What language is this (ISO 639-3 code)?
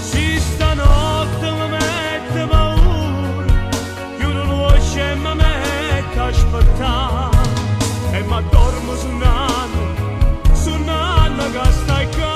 nap